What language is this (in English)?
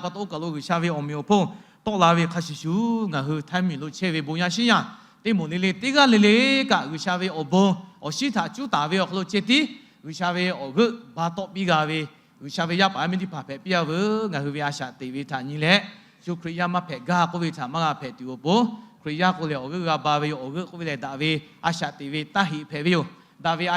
Lahu